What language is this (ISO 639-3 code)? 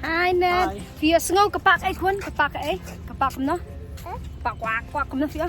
kha